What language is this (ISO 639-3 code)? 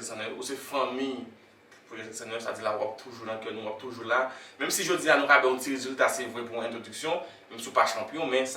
hat